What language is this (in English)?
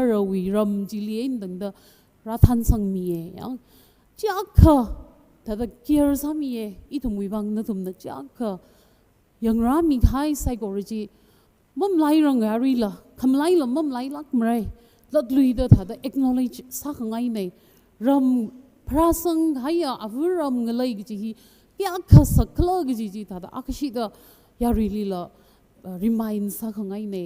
Tangkhul Naga (India)